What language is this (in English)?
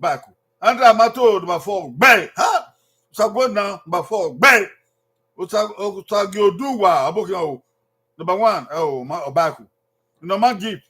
Bini